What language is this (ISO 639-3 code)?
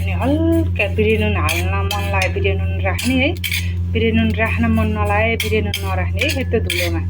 nep